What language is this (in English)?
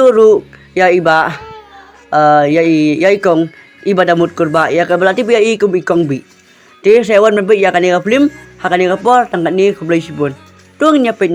Khasi